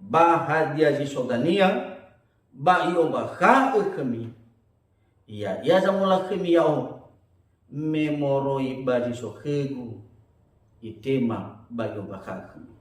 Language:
Nias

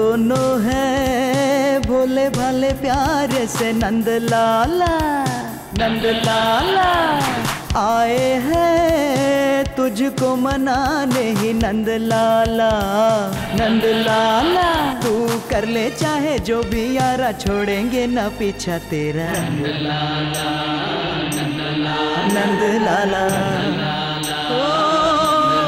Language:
Hindi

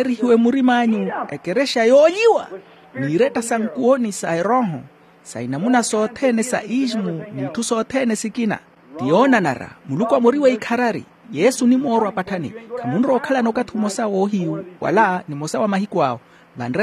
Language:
Makhuwa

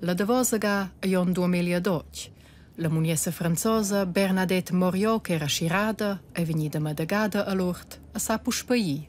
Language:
Romansh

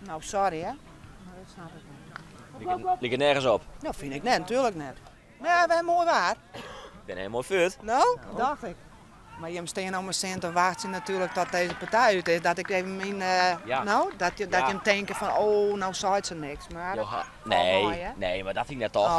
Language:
Western Frisian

